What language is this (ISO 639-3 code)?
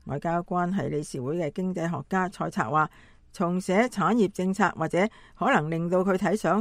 yue